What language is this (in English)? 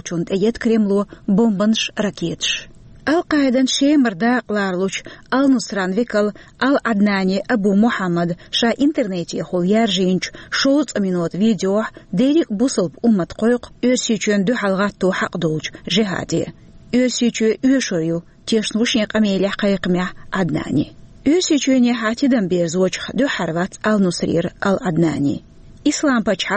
Chechen